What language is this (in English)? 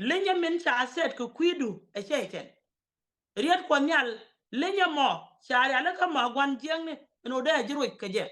Nuer